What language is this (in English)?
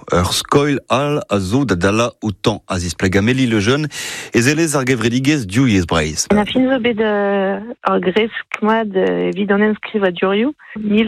Breton